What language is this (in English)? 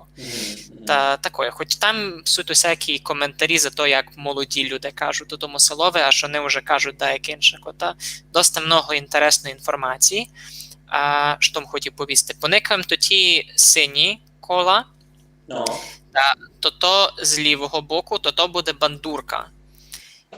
Rusyn